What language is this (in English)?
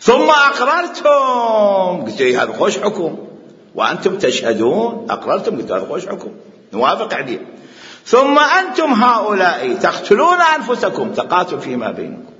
Mesopotamian Arabic